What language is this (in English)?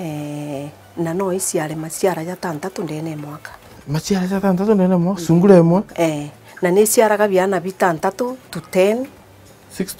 Meru